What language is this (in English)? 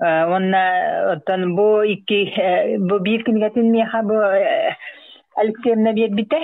Yakut